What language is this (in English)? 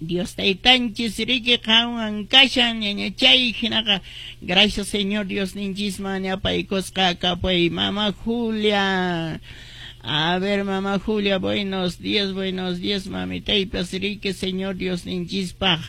Quechua